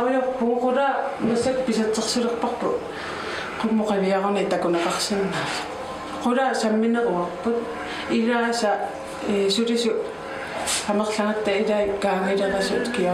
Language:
Kalaallisut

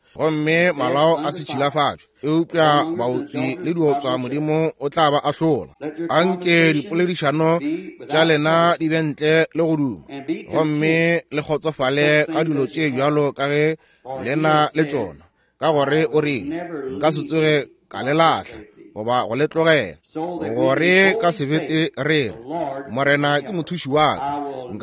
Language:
Northern Sotho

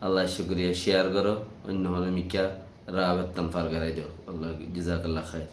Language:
Rohingya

